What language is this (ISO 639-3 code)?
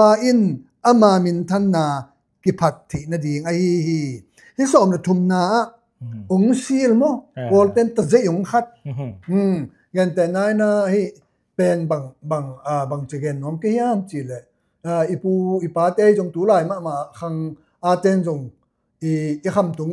ctd